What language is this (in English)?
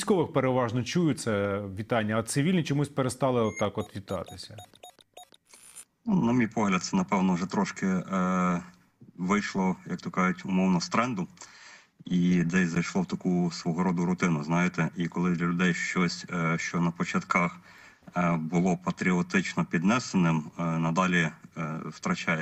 Ukrainian